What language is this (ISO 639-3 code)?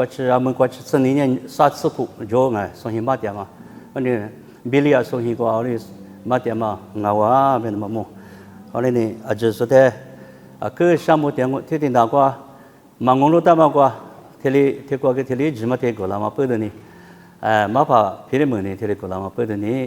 lis